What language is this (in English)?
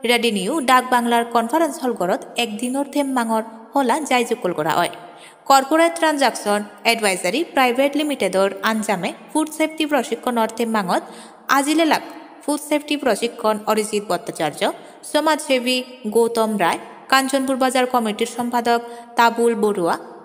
Chakma